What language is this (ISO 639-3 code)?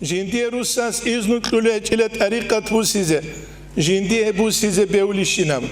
ava